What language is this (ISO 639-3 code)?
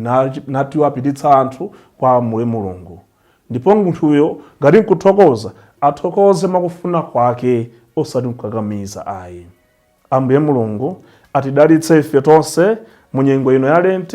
nya